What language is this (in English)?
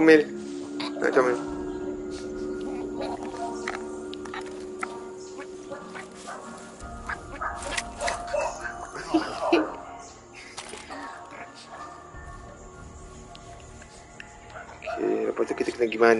Malay